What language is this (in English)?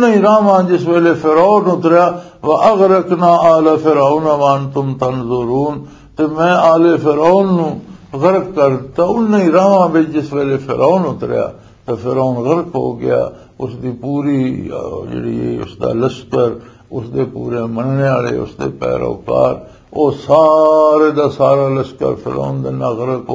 Western Panjabi